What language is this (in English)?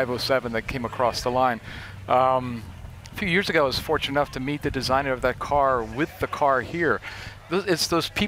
English